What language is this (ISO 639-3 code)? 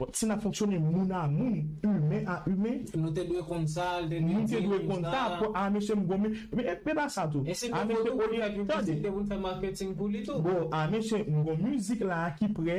hat